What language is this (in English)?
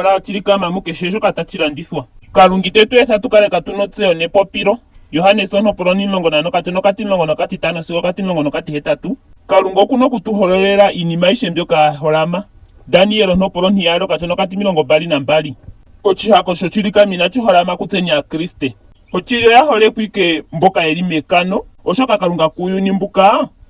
Ndonga